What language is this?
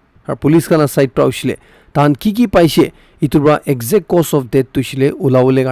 Naga Pidgin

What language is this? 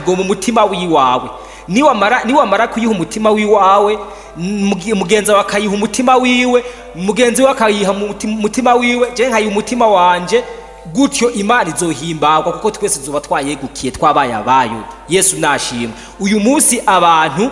Rundi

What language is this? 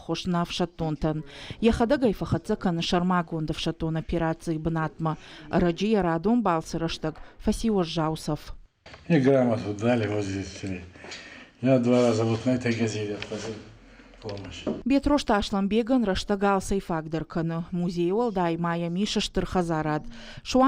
Ossetic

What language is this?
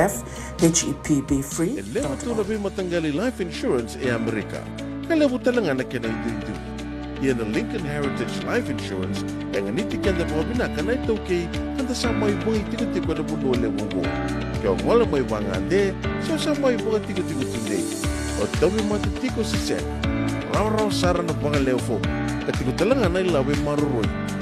Fijian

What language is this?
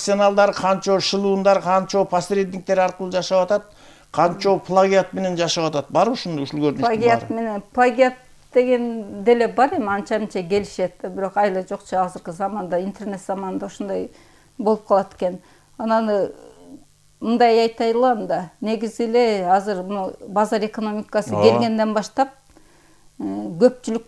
Kyrgyz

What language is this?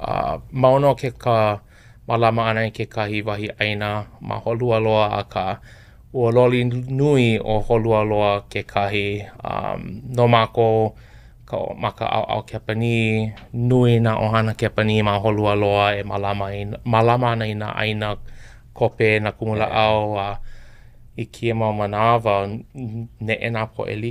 Hawaiian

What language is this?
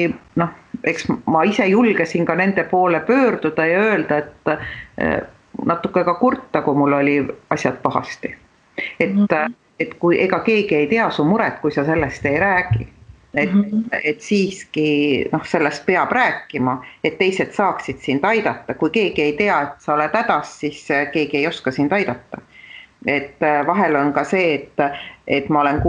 Estonian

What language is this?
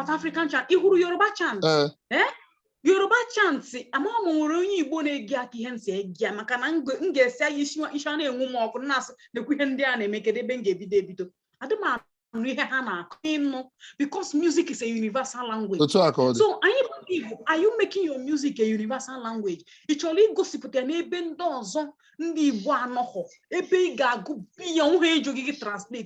Igbo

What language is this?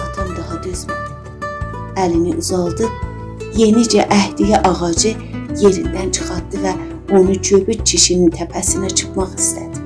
South Azerbaijani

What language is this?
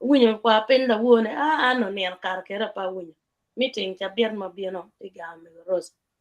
Acoli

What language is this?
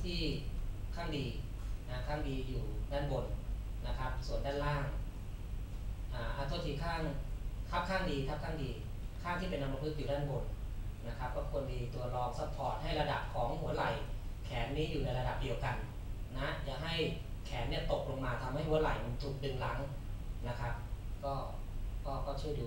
Thai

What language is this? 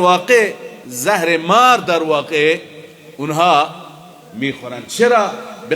Persian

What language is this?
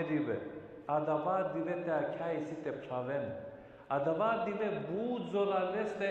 Balkan Romani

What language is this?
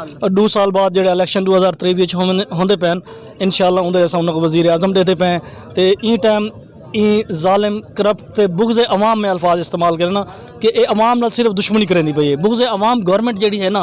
Saraiki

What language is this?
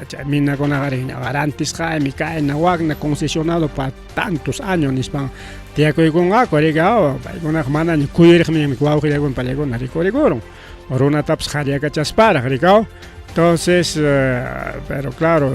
Ayacucho Quechua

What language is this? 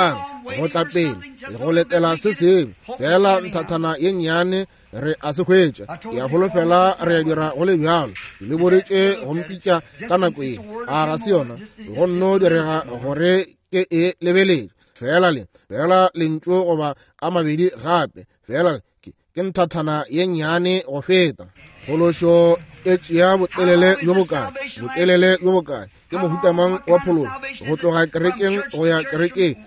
Northern Sotho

